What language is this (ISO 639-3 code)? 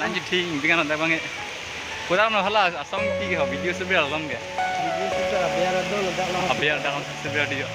mjw